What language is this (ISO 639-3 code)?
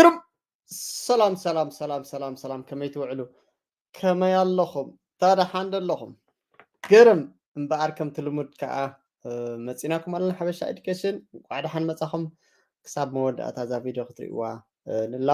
tir